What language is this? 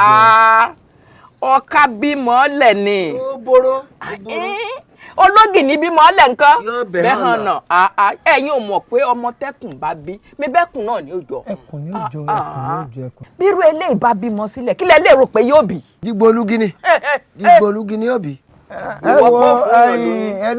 Yoruba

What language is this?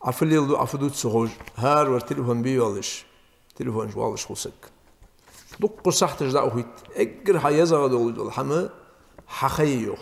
Ingush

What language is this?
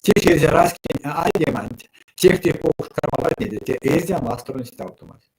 Erzya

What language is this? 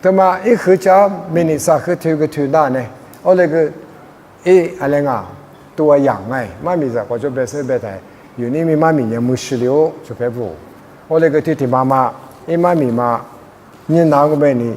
Lisu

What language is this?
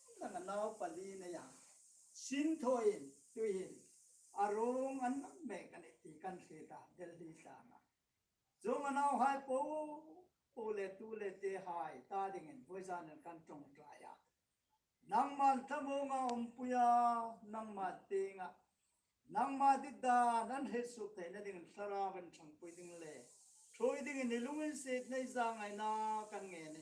Hmar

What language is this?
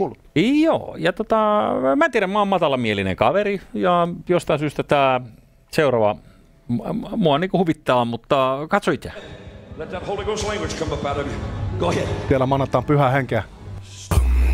Finnish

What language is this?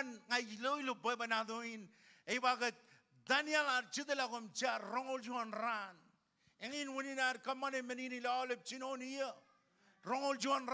Marshallese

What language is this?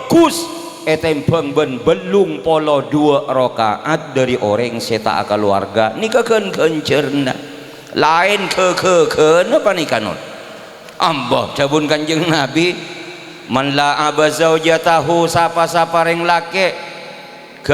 Madurese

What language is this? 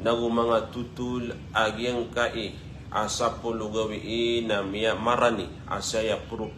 Maranao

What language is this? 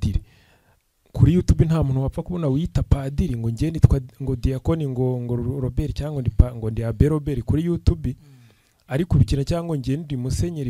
Kinyarwanda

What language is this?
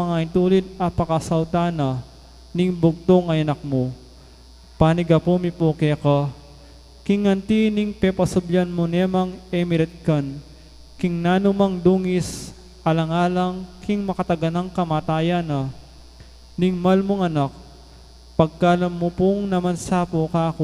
Pampanga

